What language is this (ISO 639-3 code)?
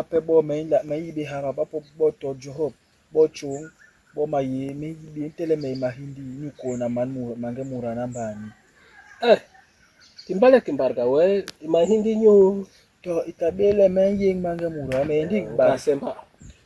bas